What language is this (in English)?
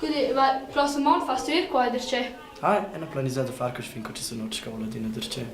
Romansh